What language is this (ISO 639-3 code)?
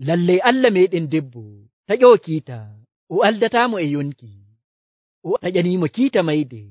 fuv